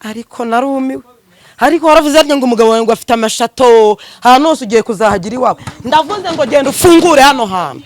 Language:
Kinyarwanda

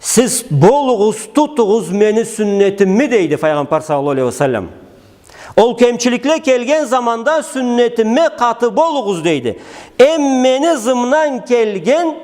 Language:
Karachay-Balkar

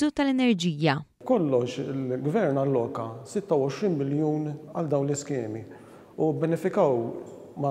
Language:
Maltese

